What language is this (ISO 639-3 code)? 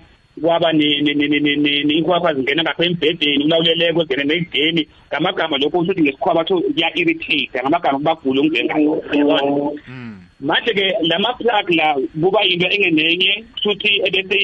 nbl